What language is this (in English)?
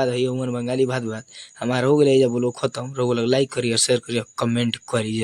Bhojpuri